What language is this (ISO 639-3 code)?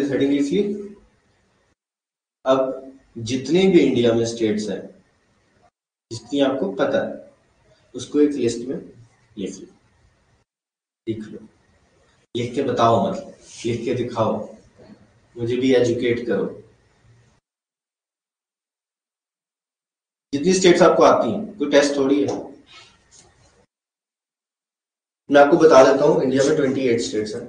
hin